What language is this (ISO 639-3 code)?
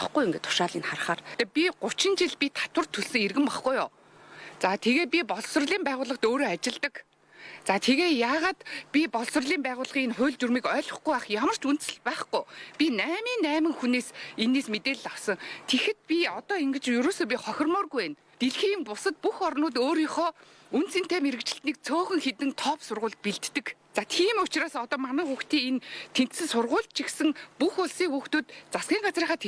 mon